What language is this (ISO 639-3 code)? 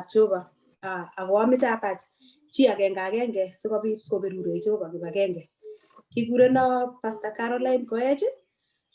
kln